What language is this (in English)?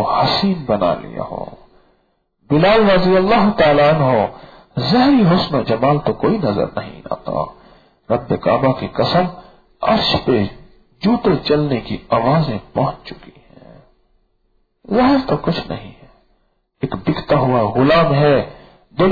Urdu